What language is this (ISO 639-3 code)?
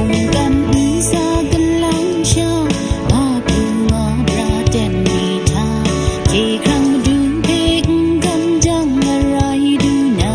kac